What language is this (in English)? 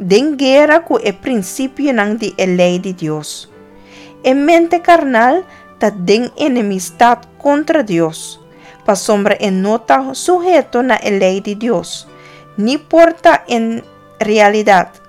Papiamento